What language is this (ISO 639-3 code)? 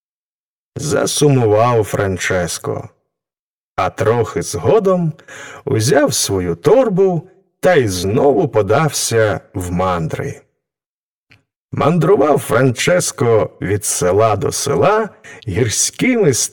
ukr